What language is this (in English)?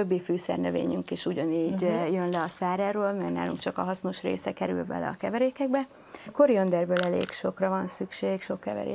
Hungarian